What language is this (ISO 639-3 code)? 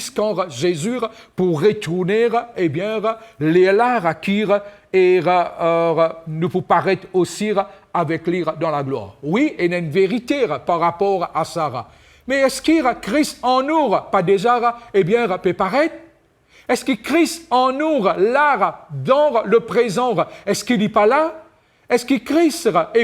mfe